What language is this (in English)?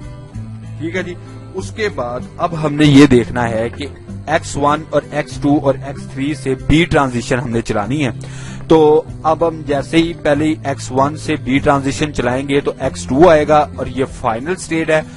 Urdu